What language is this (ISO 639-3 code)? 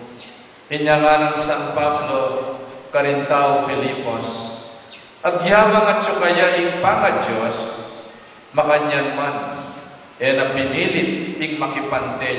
pam